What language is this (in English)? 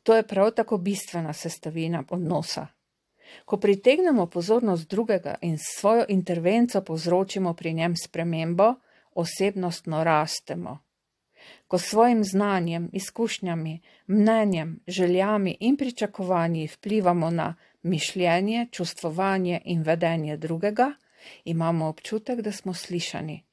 Slovenian